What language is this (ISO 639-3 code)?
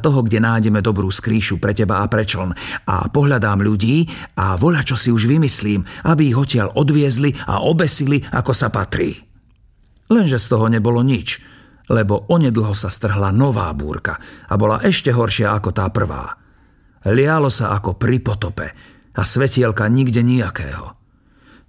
slk